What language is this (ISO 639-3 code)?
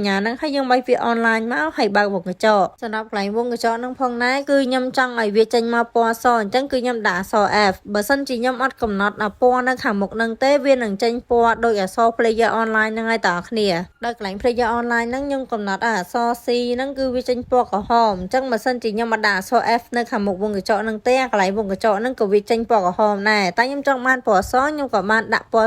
khm